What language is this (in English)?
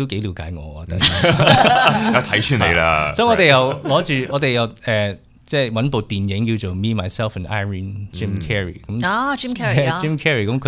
Cantonese